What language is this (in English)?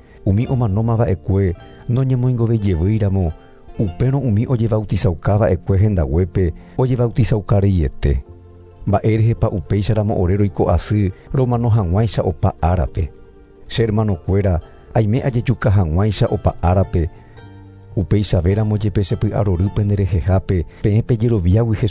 Guarani